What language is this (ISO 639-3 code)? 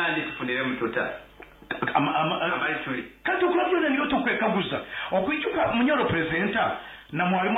nyn